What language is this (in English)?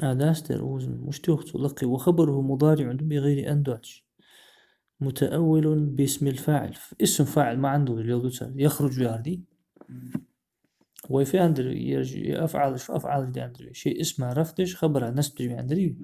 Ingush